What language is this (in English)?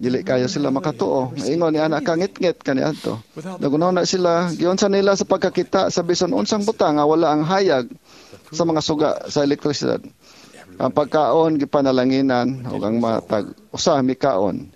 Cebuano